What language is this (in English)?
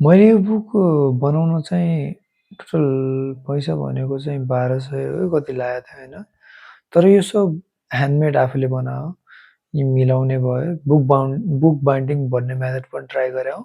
Nepali